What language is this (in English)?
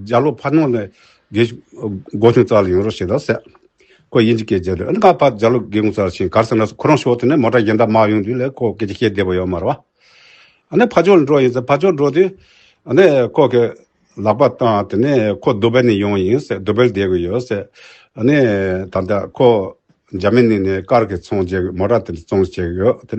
Tibetan